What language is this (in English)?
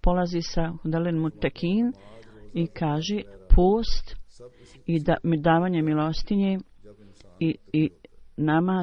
Bosnian